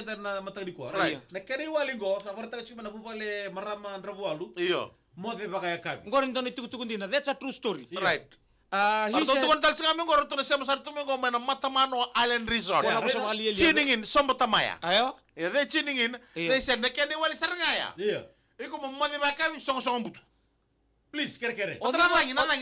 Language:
Fijian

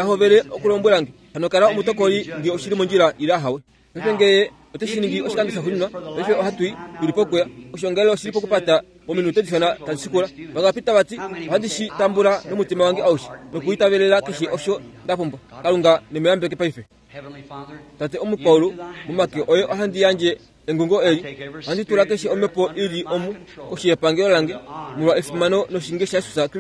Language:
Kuanyama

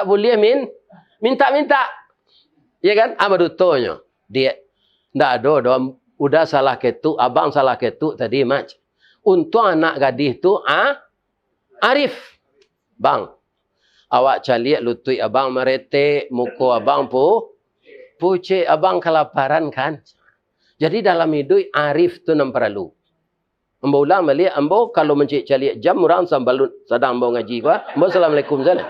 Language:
Minangkabau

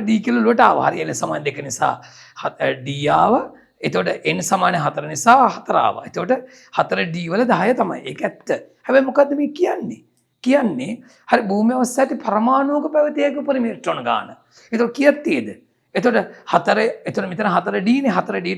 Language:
Sinhala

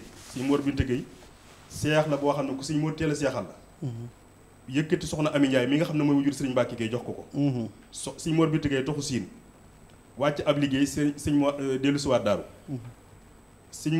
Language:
Wolof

